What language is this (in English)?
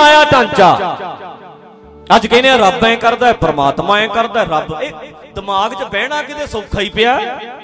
Punjabi